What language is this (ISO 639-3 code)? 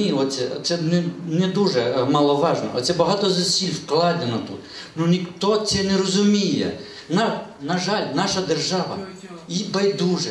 ukr